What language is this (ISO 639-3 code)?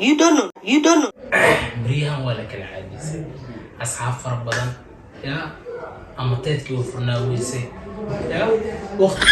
som